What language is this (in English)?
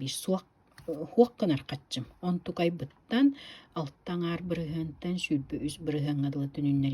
Yakut